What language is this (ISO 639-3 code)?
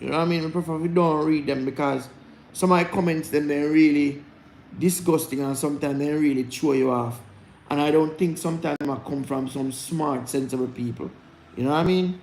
jam